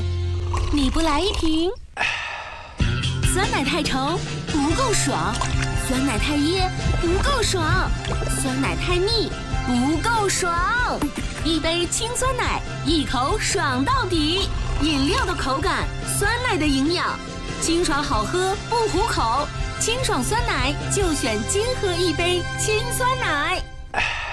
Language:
Chinese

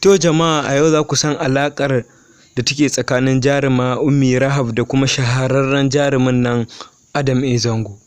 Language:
Hausa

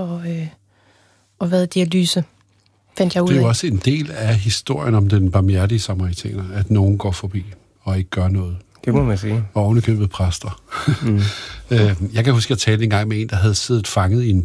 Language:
Danish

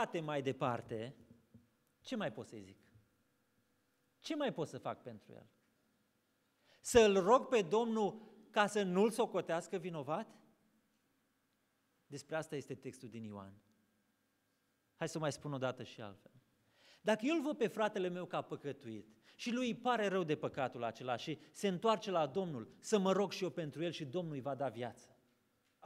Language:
Romanian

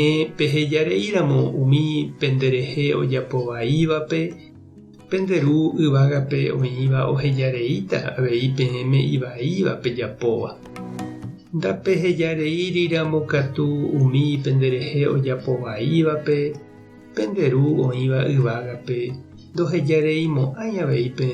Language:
Guarani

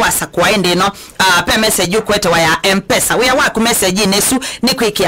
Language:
Kamba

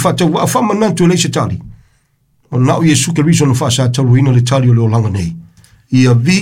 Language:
Samoan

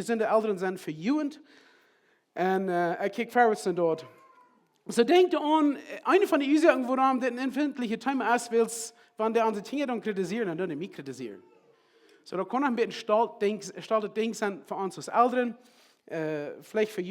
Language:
Plautdietsch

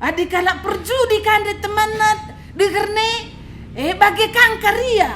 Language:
Batak Karo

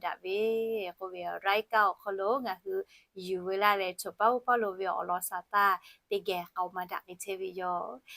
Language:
Lahu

